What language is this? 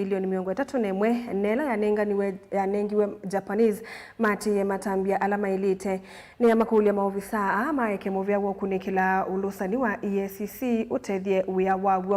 Kamba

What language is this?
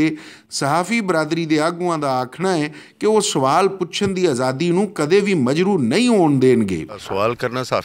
Western Panjabi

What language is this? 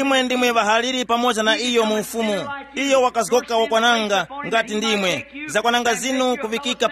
Tumbuka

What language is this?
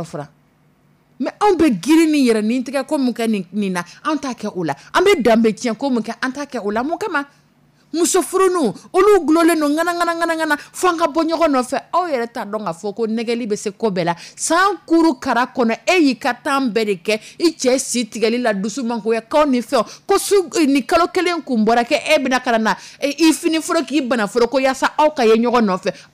Dyula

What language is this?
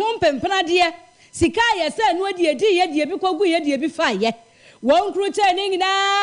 Akan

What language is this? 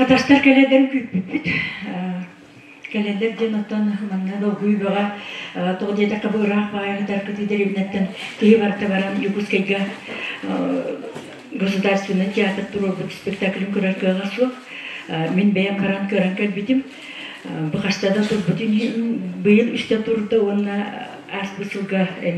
Yakut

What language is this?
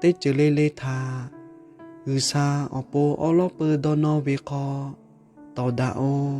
Lahu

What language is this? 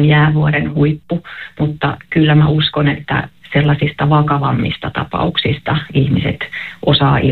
Finnish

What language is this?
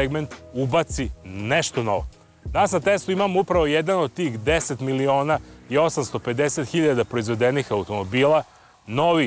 Serbian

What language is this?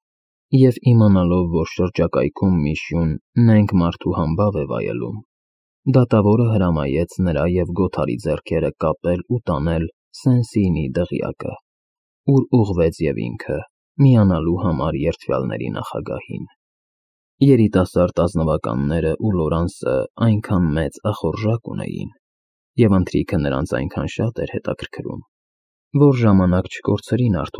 Armenian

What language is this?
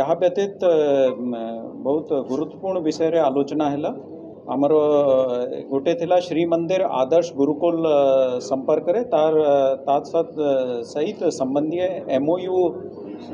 Odia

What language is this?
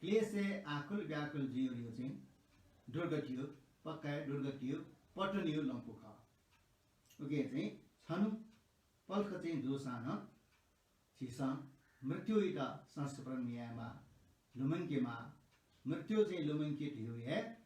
Newari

